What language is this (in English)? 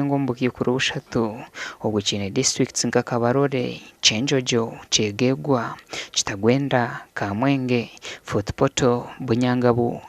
Nyankole